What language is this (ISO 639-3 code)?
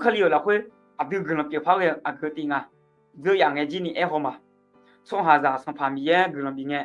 ahk